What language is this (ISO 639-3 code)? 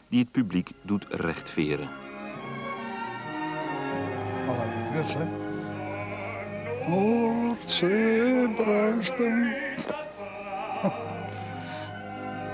nld